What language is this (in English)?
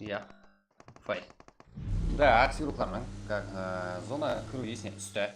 Kara-Kalpak